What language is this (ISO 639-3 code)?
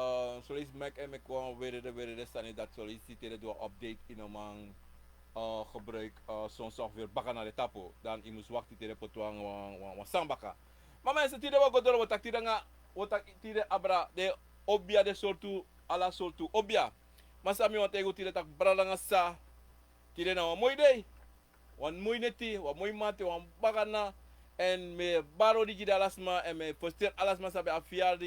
srn